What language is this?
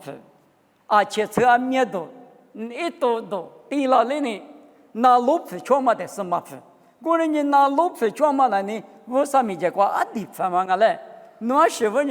Lisu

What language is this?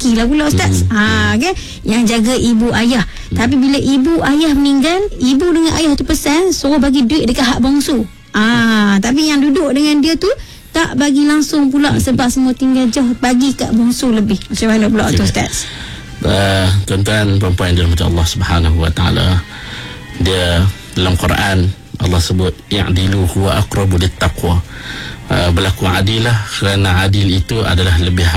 Malay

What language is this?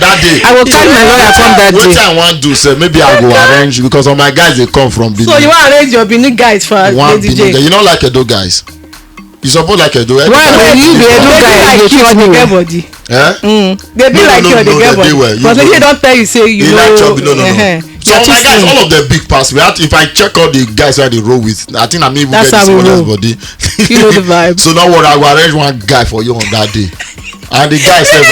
Nigerian Pidgin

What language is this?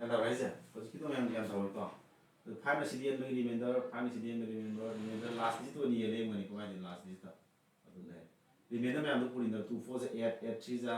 Manipuri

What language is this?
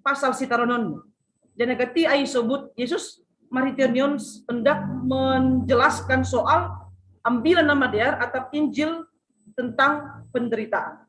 Batak Simalungun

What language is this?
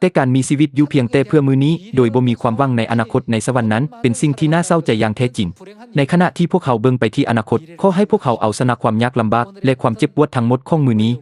Lao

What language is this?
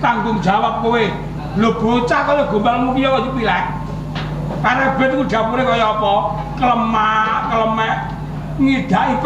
Javanese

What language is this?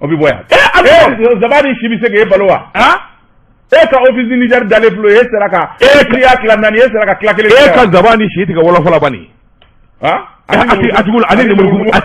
Bambara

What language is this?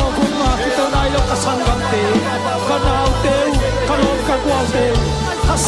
Tedim Chin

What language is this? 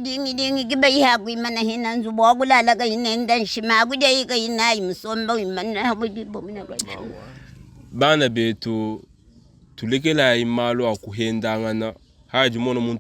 Luba-Lulua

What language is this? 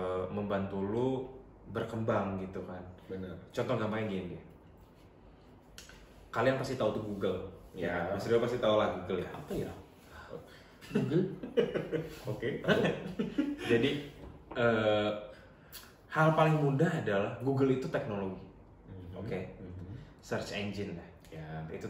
Indonesian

